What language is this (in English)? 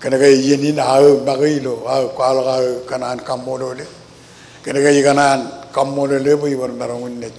Marshallese